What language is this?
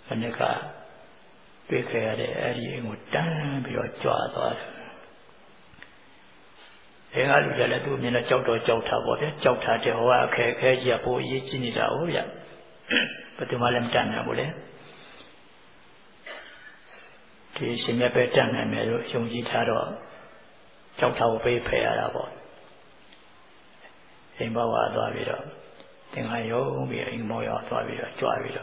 Burmese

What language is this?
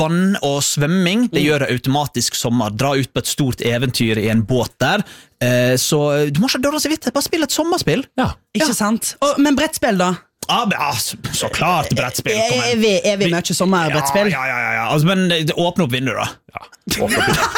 Norwegian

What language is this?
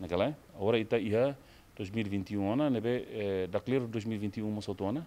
Tetum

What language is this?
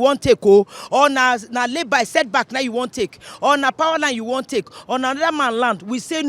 Nigerian Pidgin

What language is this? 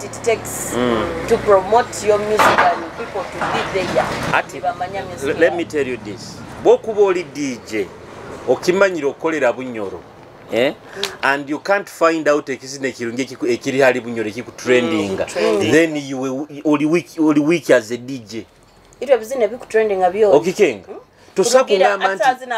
Nyoro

